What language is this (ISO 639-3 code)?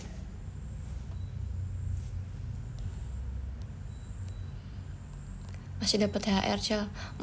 ind